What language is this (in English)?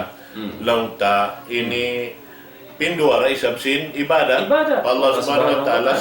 Tausug